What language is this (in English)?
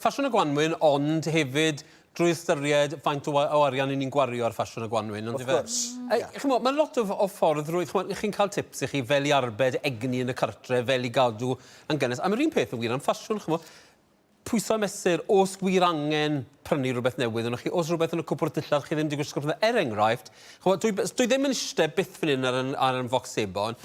Welsh